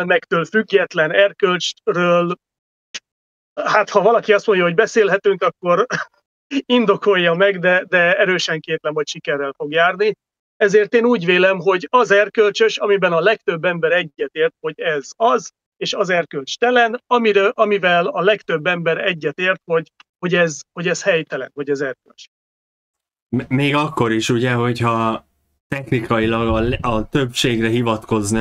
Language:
Hungarian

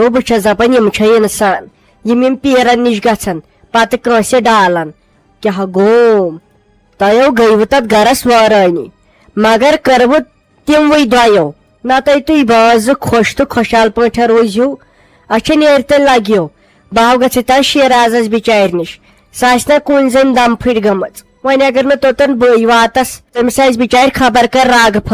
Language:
Kashmiri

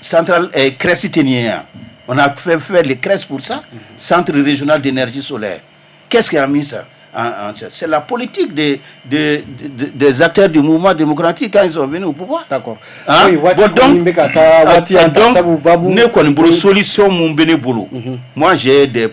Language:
Bambara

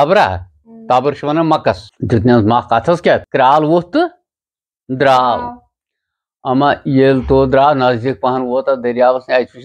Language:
Kashmiri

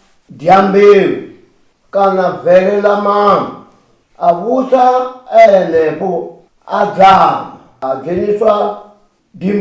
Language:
Venda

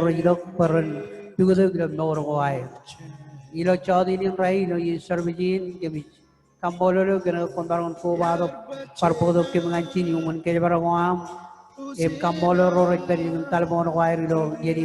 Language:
Marshallese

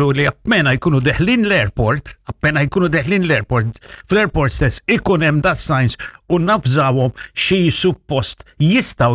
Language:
Maltese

